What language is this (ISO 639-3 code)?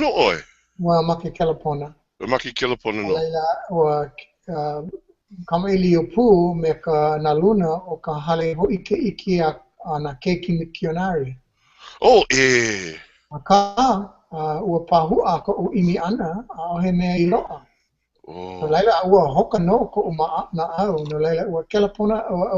haw